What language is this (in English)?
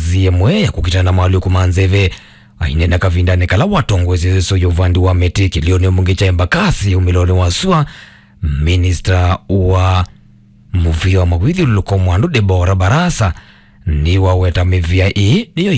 Kamba